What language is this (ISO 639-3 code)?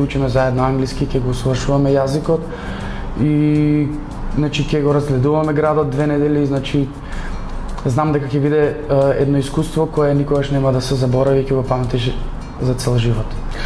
mkd